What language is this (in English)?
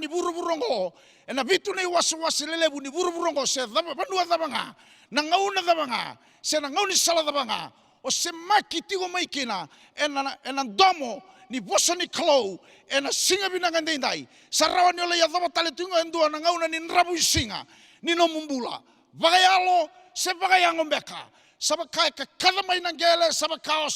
Fijian